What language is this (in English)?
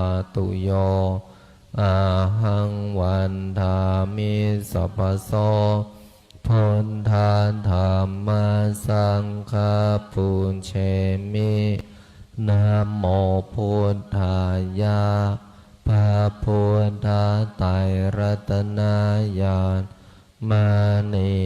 Pali